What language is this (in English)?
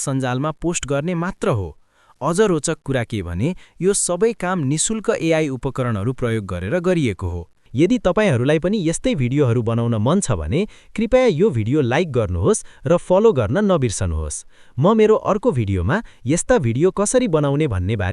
Nepali